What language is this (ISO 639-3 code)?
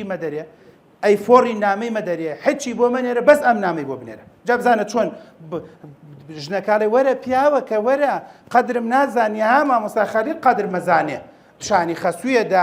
ckb